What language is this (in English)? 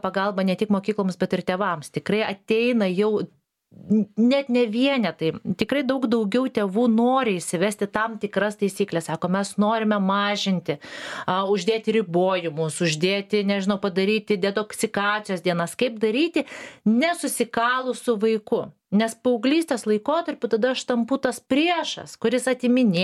Lithuanian